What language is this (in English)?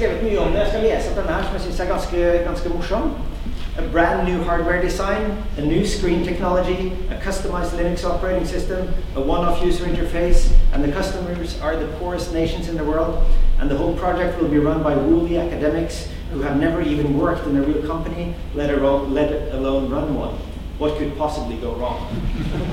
Norwegian